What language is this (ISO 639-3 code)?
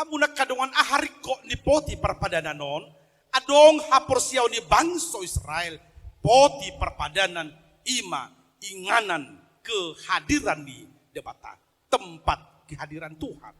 bbc